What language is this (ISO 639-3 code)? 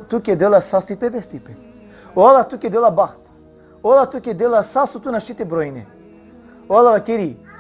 rmn